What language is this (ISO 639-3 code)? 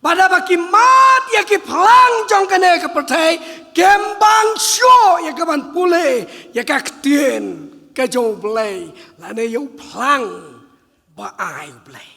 kha